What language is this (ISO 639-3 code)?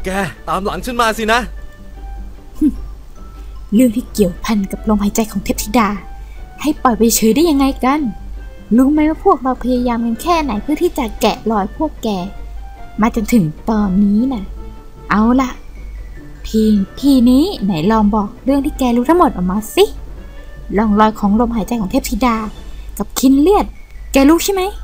tha